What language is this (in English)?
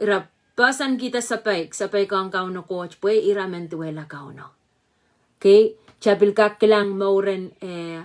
Pohnpeian